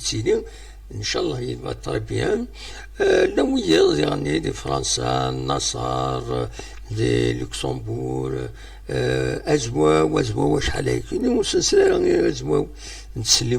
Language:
Kabyle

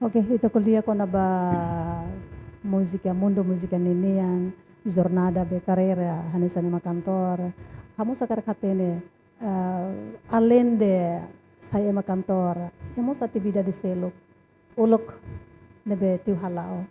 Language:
Tetum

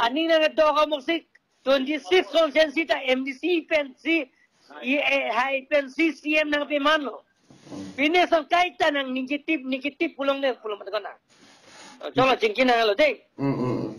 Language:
Karbi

